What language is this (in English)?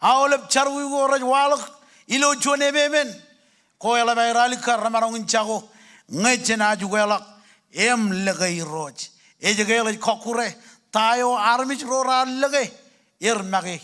Marshallese